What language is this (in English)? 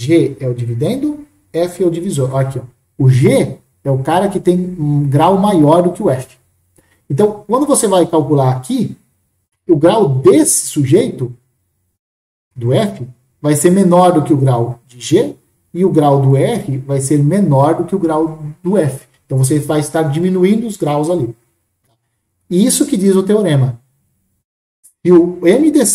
Portuguese